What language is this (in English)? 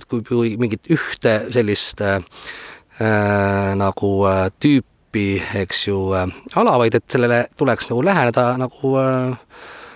Estonian